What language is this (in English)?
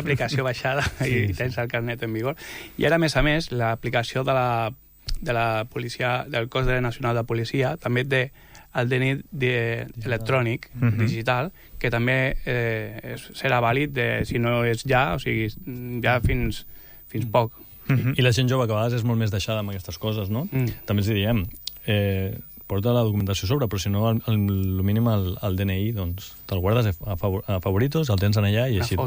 Catalan